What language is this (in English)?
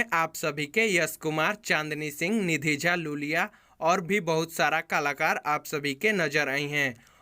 Bhojpuri